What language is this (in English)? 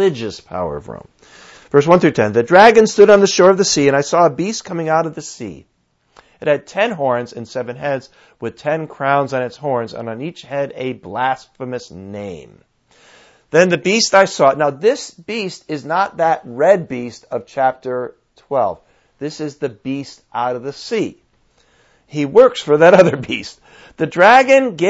English